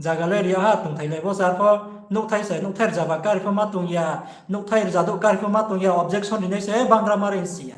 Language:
Riang (India)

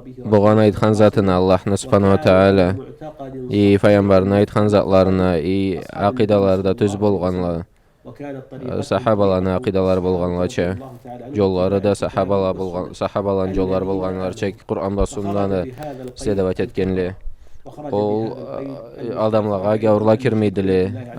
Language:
Karachay-Balkar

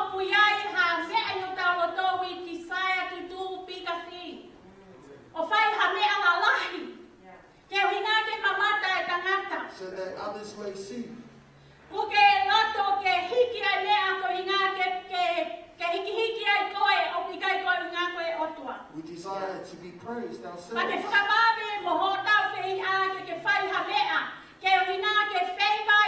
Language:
Tongan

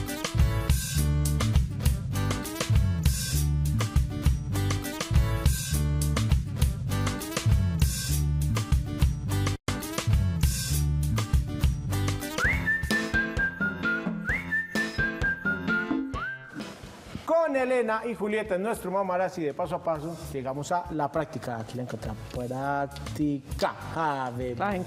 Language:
Spanish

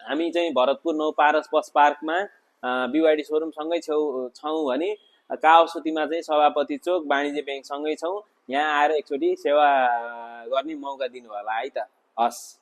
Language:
Nepali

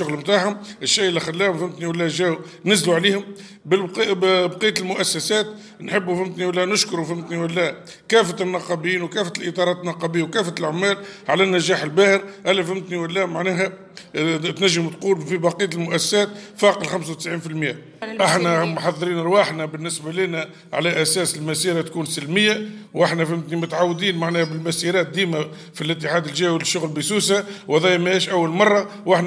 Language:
Tunisian Arabic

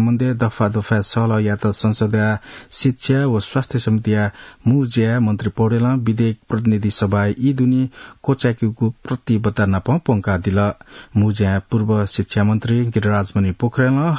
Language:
Newari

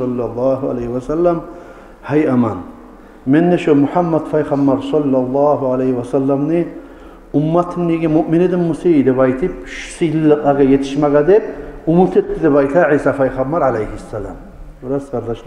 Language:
Kumyk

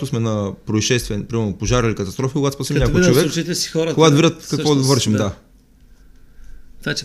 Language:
Bulgarian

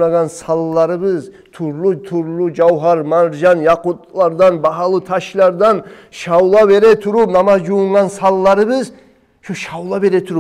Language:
Kumyk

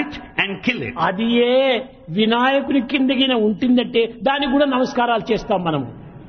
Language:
Telugu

